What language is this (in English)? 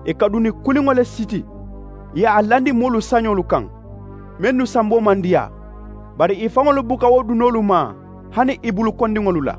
Mandingo